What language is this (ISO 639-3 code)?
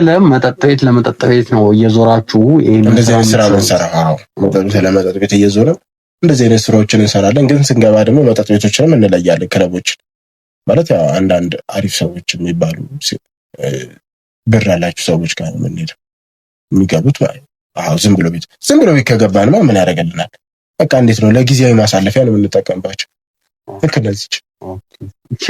amh